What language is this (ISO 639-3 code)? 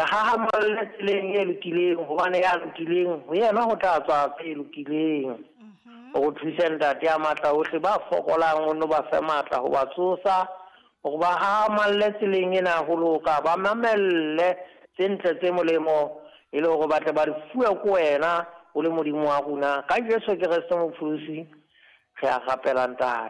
sot